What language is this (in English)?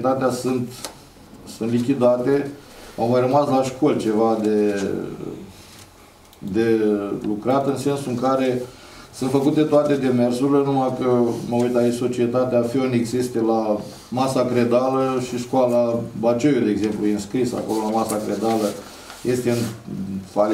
Romanian